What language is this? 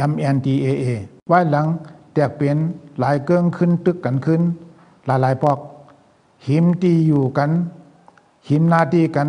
Shan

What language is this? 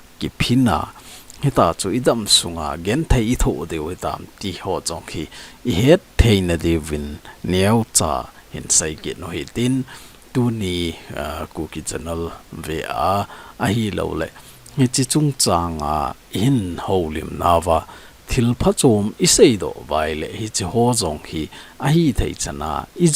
Thado Chin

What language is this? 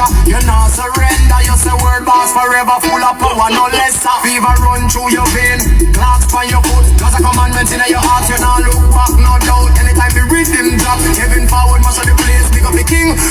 Jamaican Creole English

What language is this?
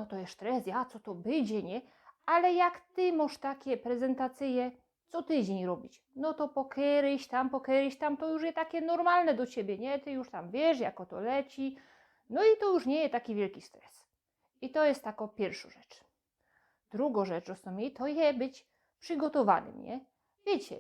Silesian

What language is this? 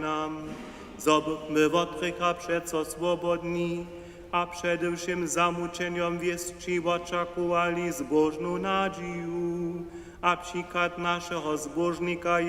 Upper Sorbian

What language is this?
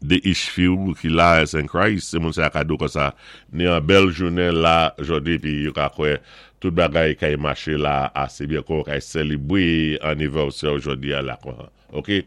Saint Lucian Creole French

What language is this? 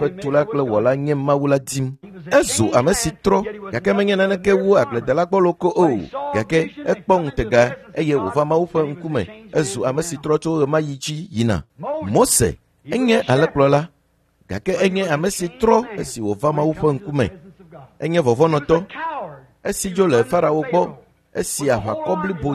Ewe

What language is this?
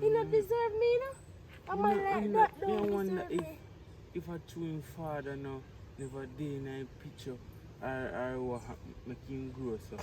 Jamaican Creole English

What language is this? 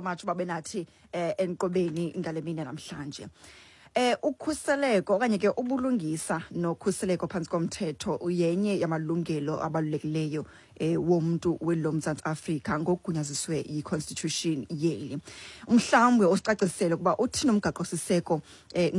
Xhosa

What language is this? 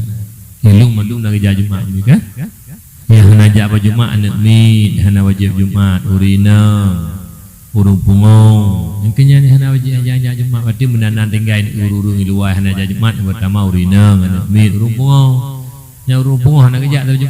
Achinese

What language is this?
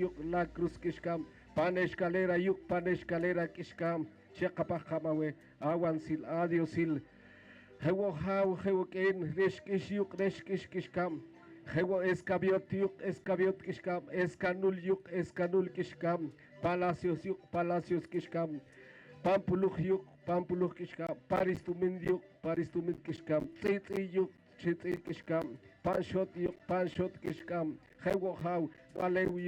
Poqomchi'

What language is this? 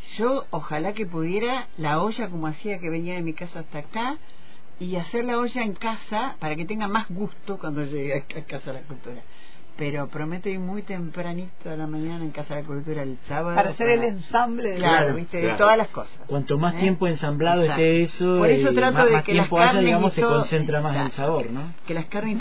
Spanish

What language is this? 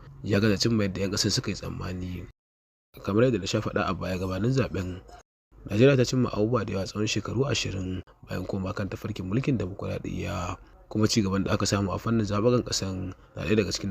Hausa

